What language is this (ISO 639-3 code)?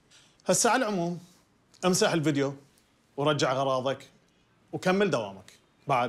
acm